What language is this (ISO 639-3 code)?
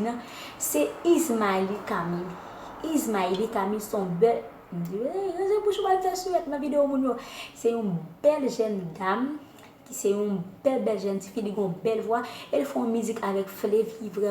hat